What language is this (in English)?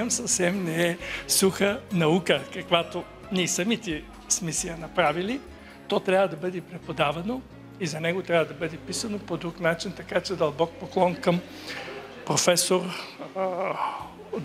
Bulgarian